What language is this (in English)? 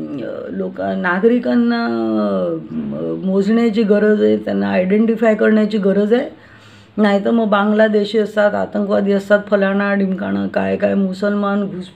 Marathi